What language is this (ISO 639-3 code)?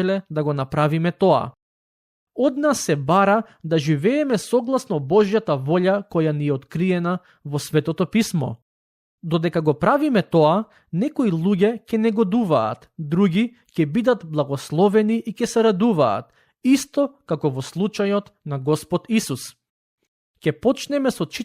mkd